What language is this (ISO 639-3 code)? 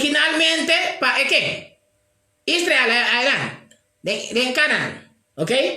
pap